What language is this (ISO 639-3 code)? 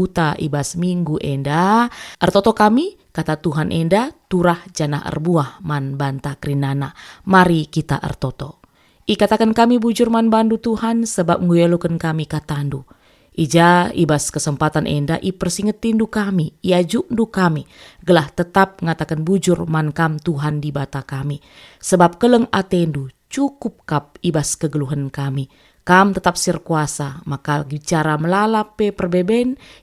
btx